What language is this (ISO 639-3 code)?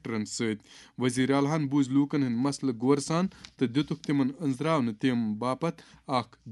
kas